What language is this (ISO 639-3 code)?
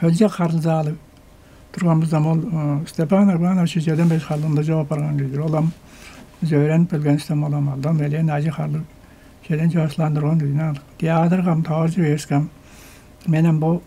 tyv